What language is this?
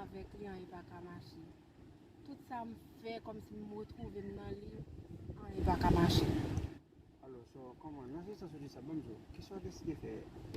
Haitian Creole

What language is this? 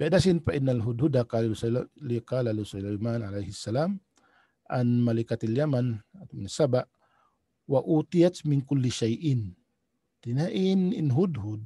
Tausug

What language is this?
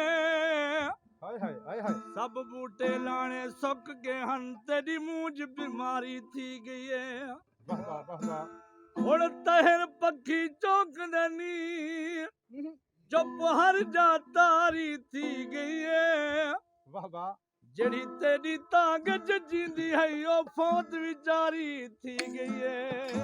Saraiki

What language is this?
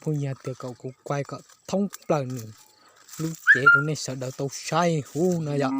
Hmong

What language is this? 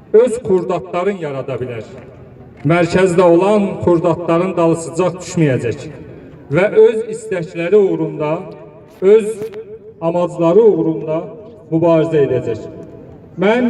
South Azerbaijani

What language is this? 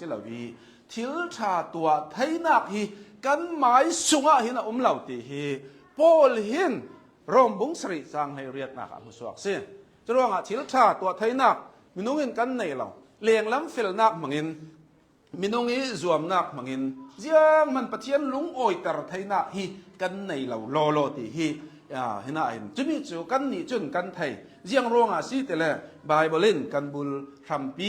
Hakha Chin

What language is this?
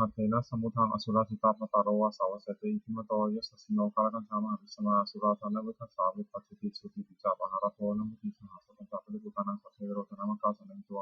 Pali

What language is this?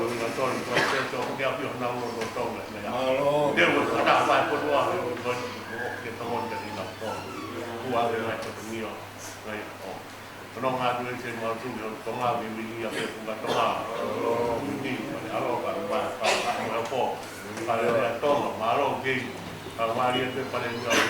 Tongan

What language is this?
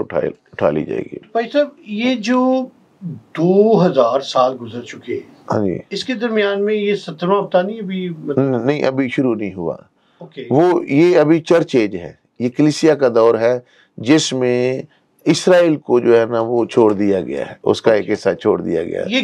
Urdu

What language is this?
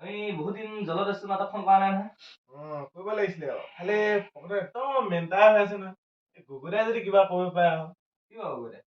Assamese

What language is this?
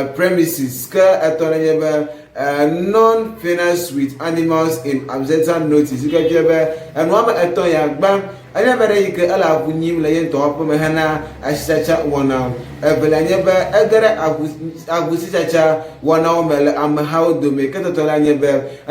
Ewe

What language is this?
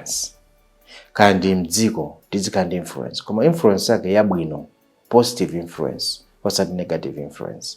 Nyanja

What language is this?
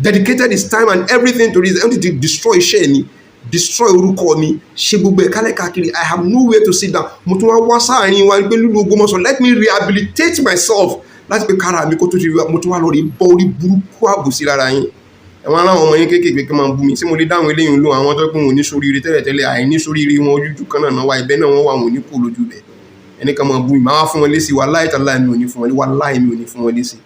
Yoruba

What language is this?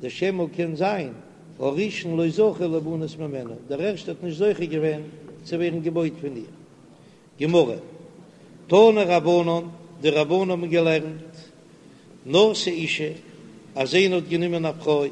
Yiddish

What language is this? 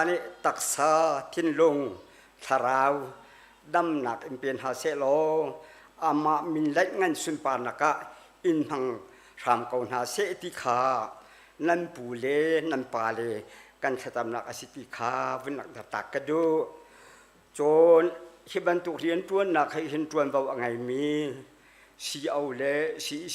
Hakha Chin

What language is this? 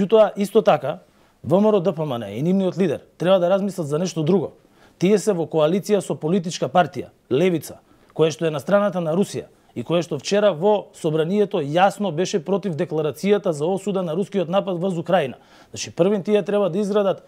Macedonian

